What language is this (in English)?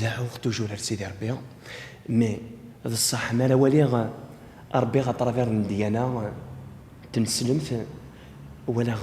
Kabyle